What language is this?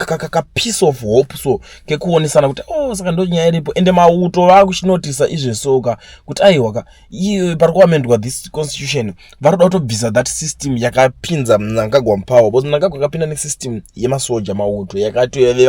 Shona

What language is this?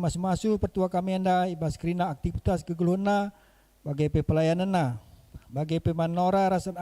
Batak Karo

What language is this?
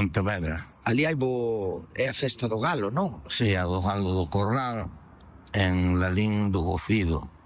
Galician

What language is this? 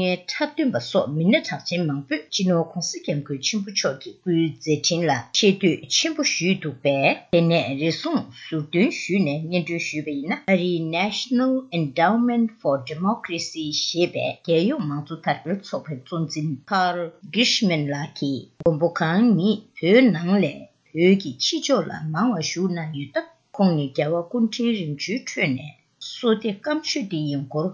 Tibetan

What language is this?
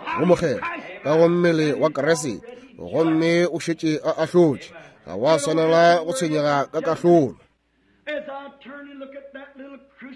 Northern Sotho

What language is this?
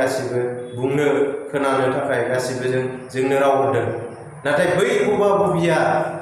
Bodo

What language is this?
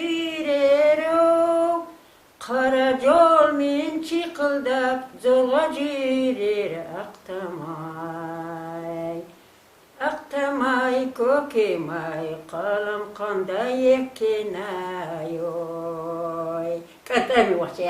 Chechen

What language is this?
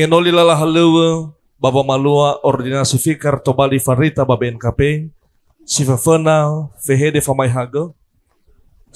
Nias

